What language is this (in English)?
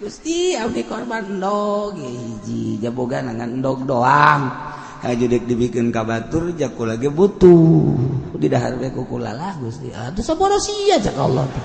Sundanese